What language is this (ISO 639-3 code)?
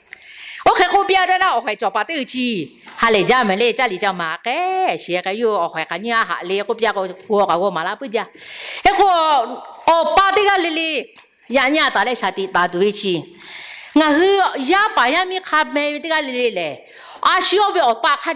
lhu